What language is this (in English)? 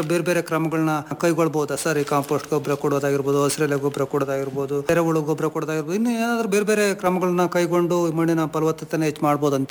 Kannada